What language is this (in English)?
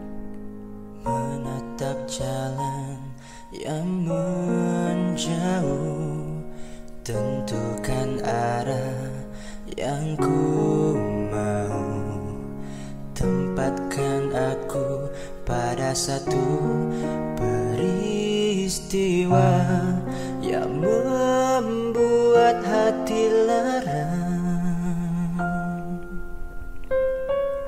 Malay